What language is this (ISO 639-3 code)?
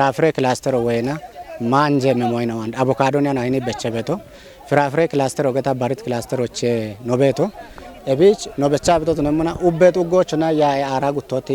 kbr